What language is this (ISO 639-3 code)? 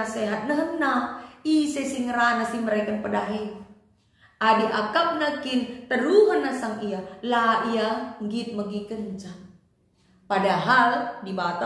btx